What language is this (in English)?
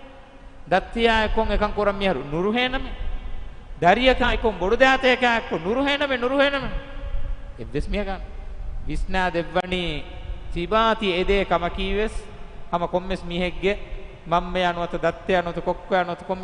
Divehi